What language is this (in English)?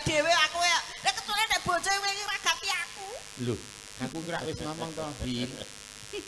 Javanese